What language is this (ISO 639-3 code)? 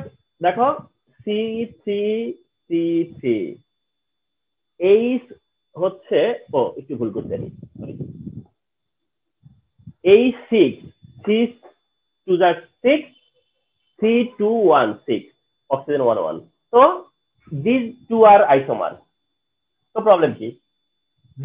ben